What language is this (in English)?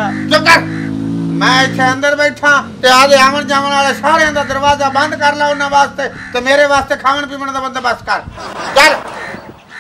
Punjabi